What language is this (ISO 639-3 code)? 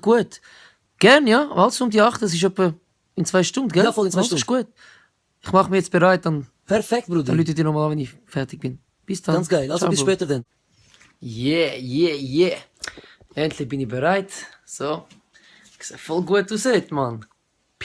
gsw